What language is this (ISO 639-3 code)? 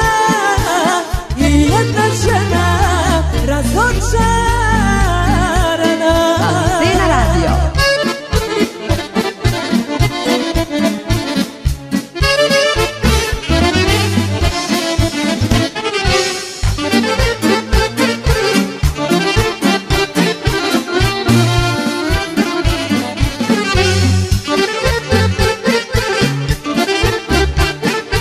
srp